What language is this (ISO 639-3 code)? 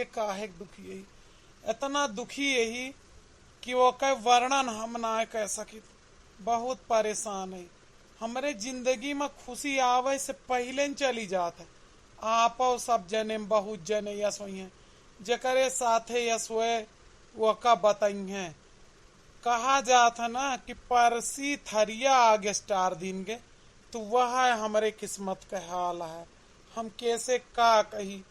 awa